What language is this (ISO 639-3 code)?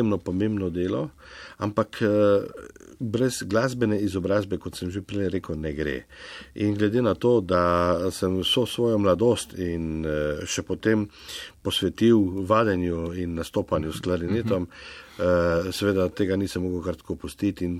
slv